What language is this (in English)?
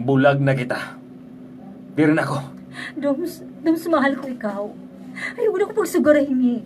Waray